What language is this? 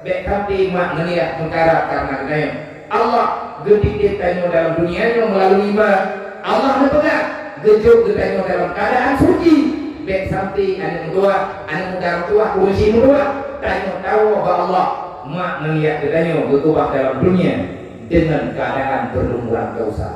Achinese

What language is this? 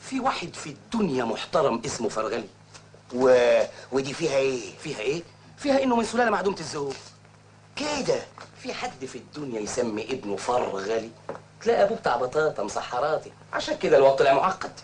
Egyptian Arabic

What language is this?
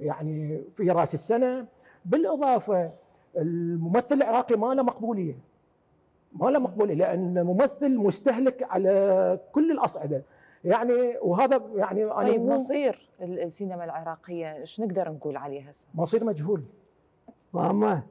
Mesopotamian Arabic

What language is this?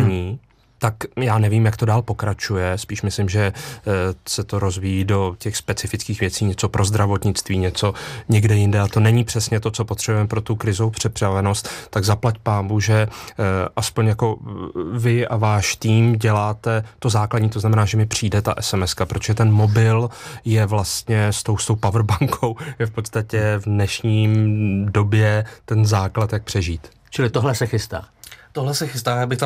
Czech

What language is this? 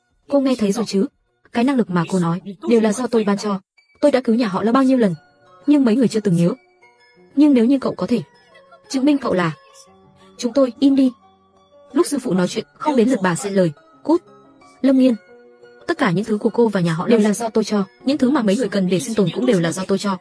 Vietnamese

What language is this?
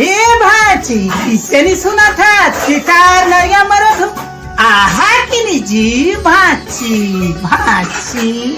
Chhattisgarhi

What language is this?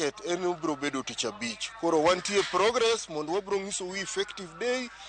Luo (Kenya and Tanzania)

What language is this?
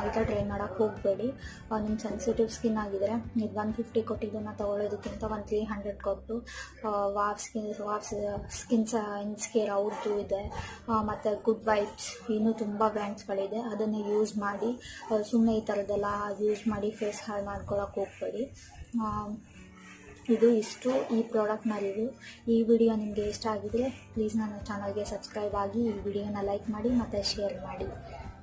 Kannada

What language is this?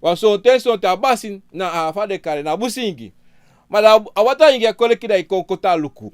Sranan Tongo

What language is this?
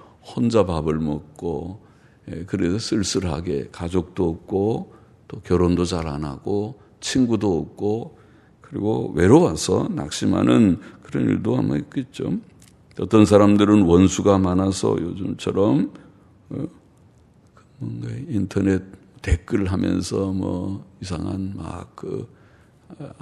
Korean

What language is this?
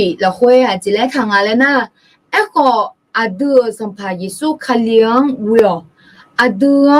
Akha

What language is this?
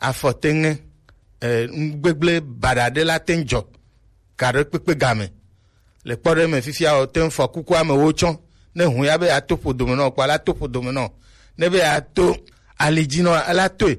Gen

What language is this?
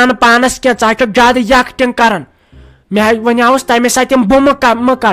Kashmiri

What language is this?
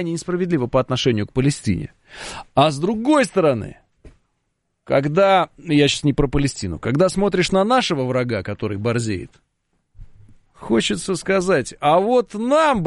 Russian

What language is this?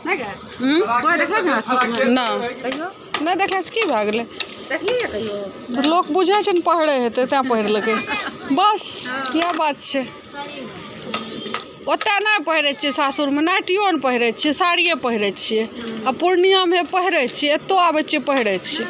Maithili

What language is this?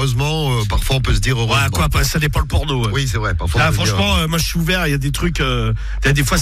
French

